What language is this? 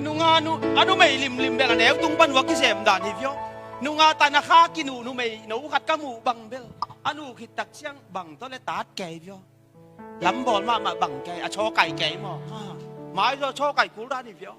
Tedim Chin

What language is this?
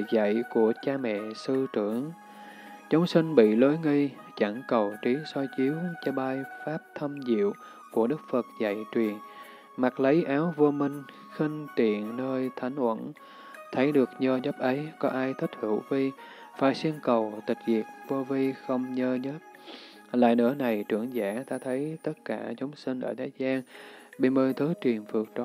Vietnamese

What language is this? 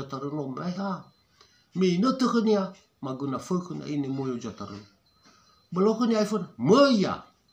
Nias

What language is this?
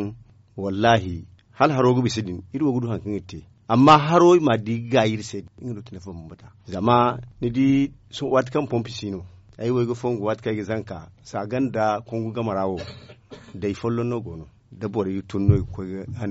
Zarma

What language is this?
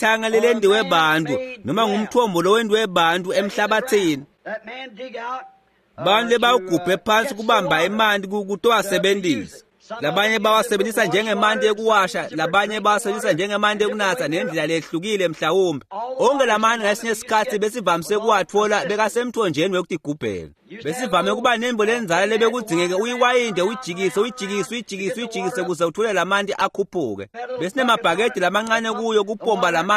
Swati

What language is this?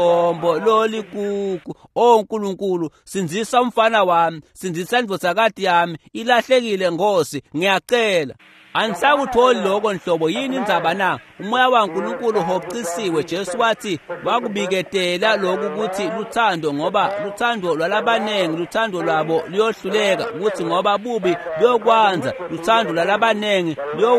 Swati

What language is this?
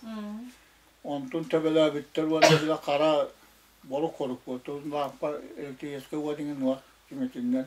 Yakut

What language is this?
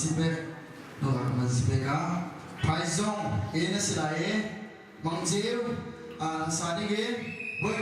Hakha Chin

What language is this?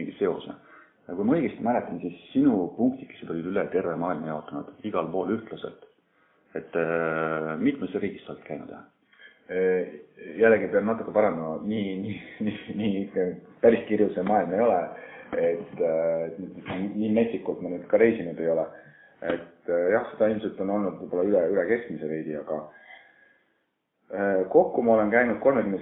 Estonian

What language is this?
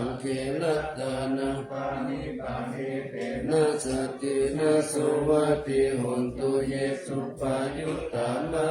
Pali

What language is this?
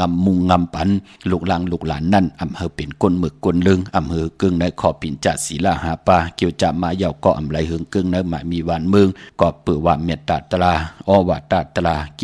Shan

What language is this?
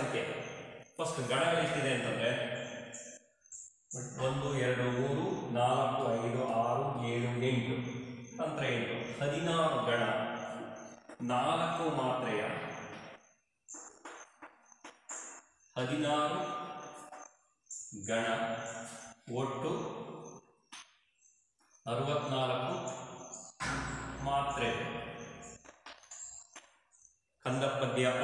Kannada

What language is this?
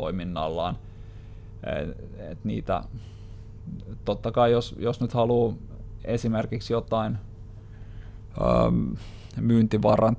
Finnish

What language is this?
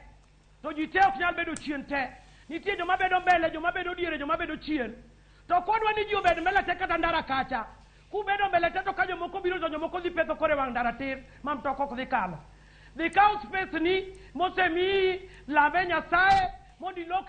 Luo (Kenya and Tanzania)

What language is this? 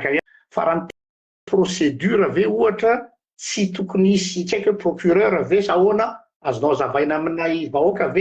Malagasy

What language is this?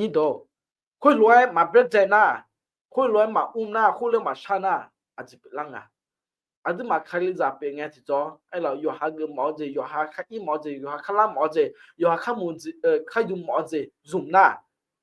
Akha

